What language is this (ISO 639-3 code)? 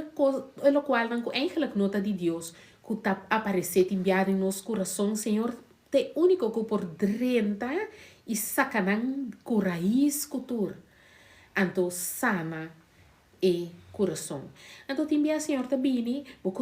pap